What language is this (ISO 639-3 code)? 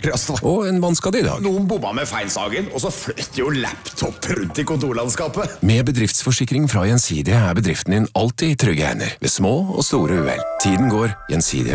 nor